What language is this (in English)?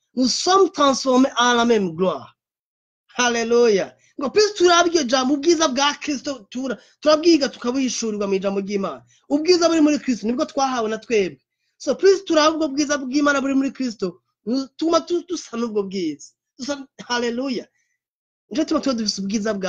Rundi